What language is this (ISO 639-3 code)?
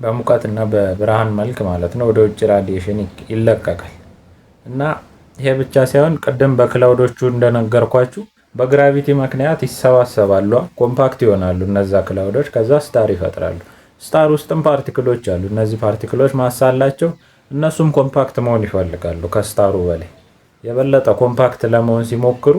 amh